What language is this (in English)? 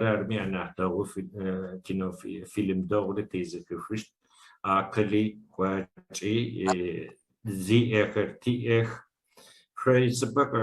Adyghe